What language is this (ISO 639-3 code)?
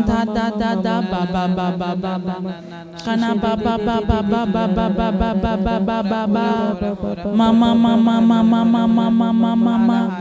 kdh